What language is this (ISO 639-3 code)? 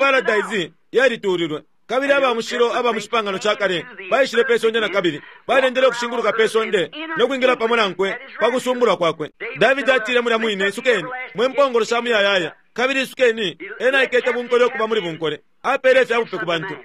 bem